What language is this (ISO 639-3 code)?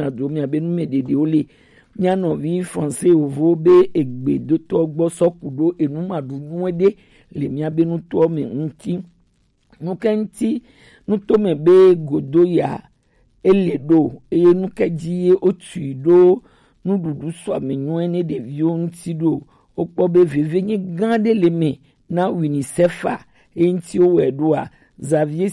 gej